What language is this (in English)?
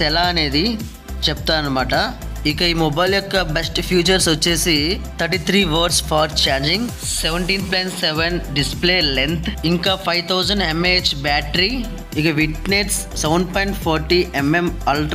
Telugu